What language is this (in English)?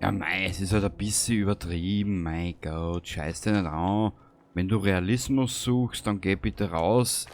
Bavarian